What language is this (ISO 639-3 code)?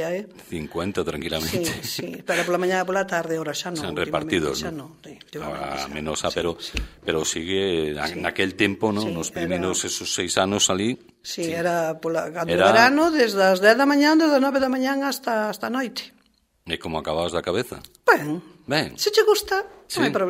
glg